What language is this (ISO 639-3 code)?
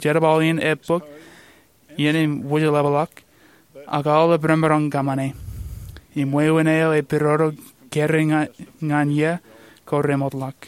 mah